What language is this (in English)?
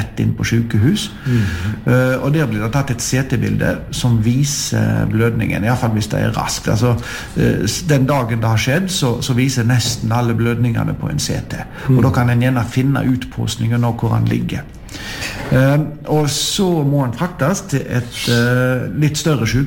Norwegian